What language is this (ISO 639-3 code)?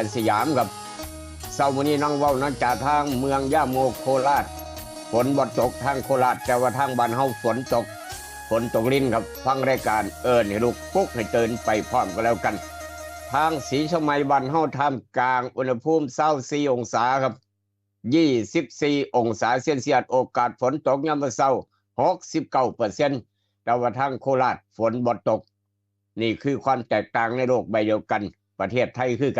tts